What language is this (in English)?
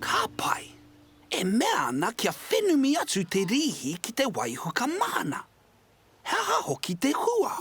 Māori